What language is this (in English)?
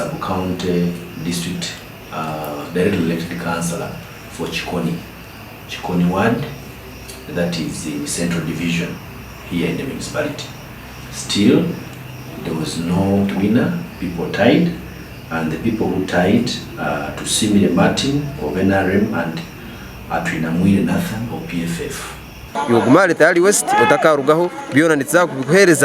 Nyankole